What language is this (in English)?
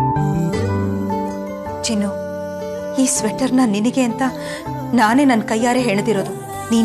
Kannada